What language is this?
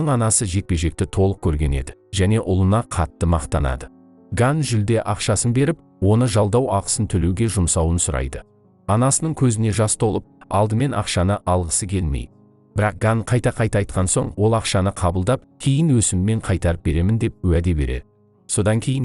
Kazakh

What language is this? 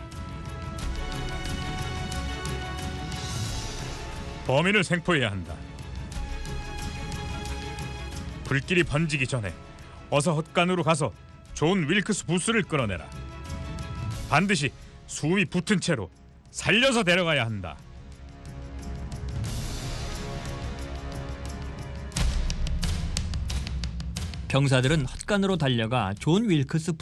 Korean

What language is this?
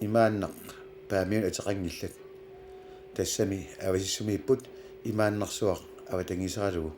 Kalaallisut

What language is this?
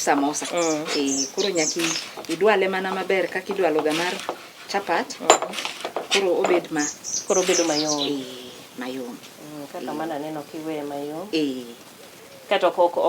Luo (Kenya and Tanzania)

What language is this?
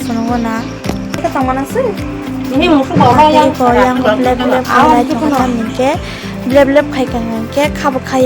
Kok Borok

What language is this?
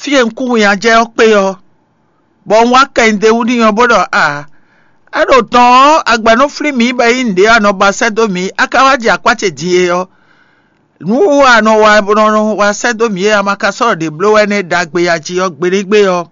Fon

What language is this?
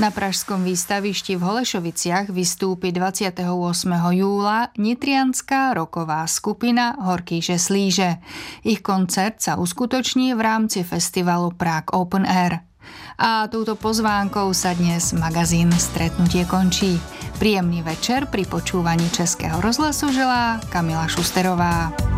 Slovak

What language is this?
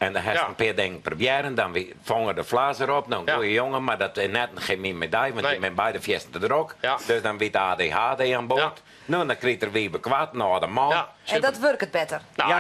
Western Frisian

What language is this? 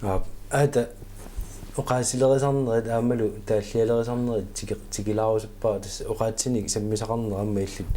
Kalaallisut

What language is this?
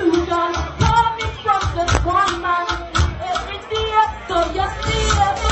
Jamaican Creole English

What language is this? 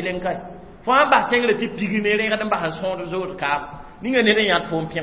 Mossi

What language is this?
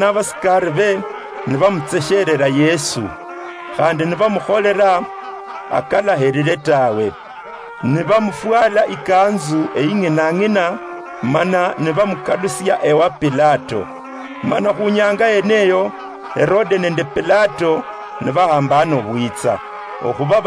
Luyia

